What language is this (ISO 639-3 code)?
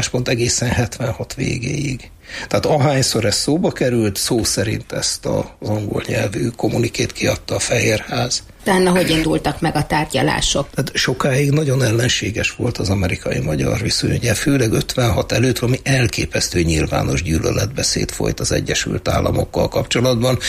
hun